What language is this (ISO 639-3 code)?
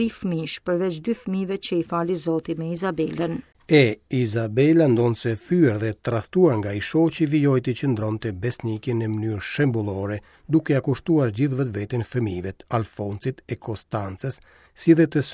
sqi